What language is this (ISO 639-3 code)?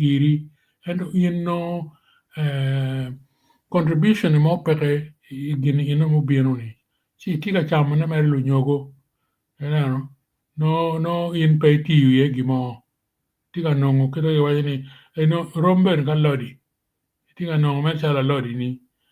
ach